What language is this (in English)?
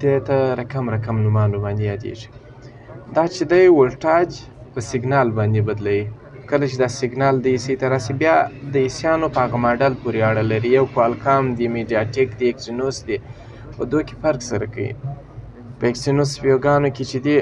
Pashto